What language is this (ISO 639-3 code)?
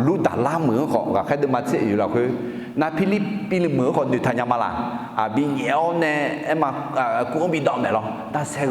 ahk